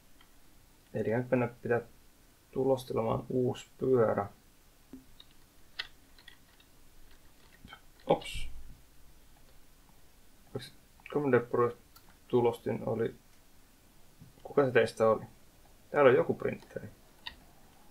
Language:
Finnish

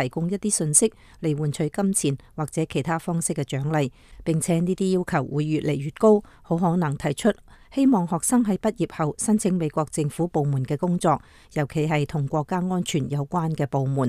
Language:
Cantonese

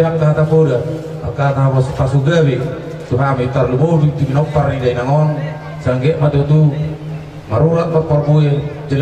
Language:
Batak Toba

